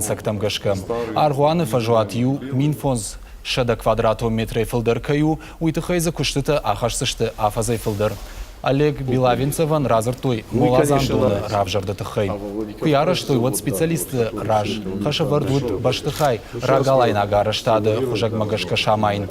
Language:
Ossetic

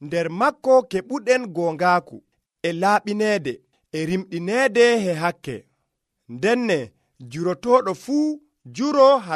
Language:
Nigerian Fulfulde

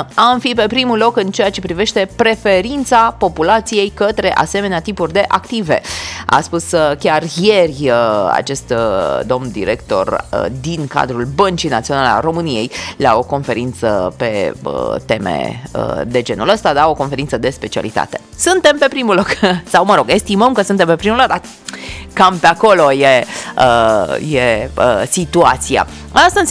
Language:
Romanian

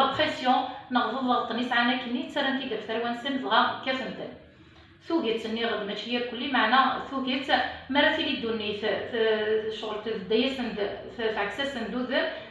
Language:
Kabyle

